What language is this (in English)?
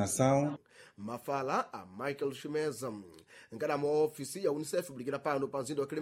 Sena